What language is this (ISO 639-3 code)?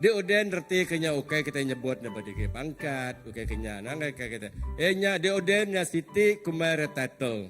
iba